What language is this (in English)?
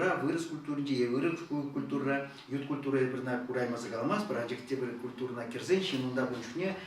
Chuvash